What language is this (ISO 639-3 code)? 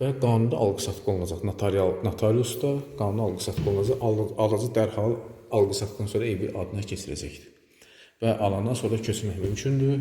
aze